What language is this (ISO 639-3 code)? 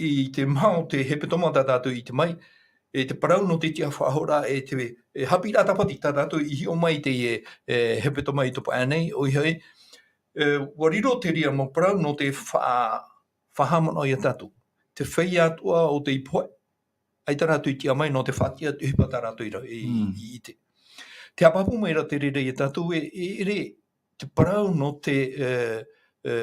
tah